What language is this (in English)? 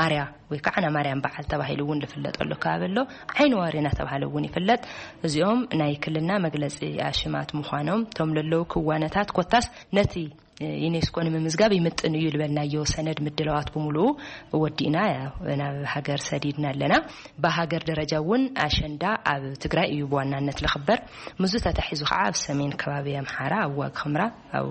Tigrinya